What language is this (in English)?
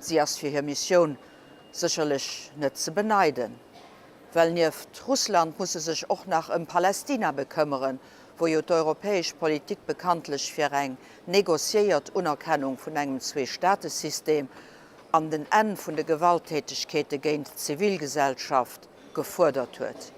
Luxembourgish